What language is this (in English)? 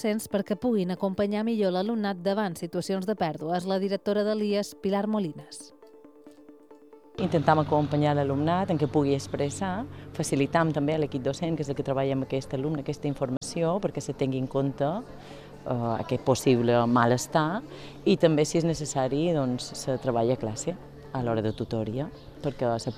Catalan